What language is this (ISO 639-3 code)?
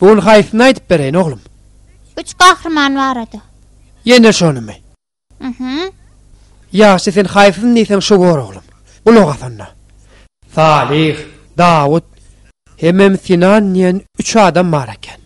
tuk